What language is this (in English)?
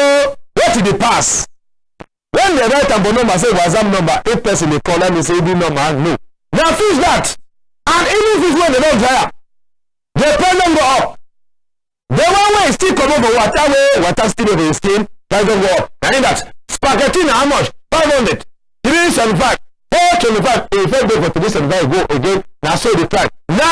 Cameroon Pidgin